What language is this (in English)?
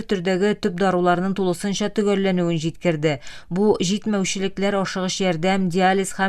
Tatar